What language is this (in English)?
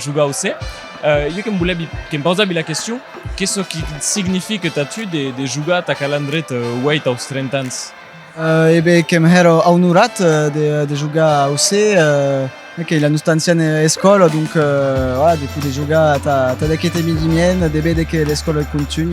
Occitan